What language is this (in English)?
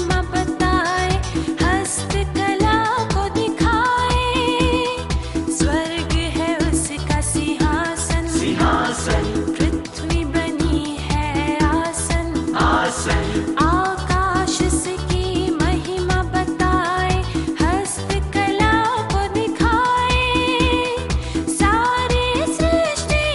Hindi